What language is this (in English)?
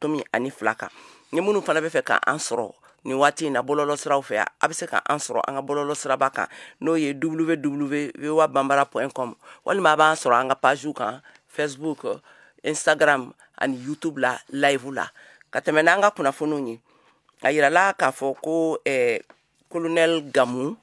Bambara